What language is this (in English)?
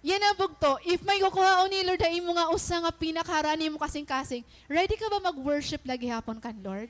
Waray